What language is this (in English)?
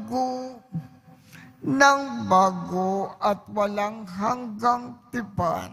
Filipino